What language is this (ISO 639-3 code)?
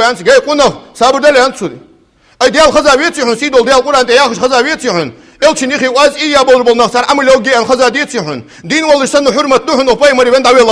inh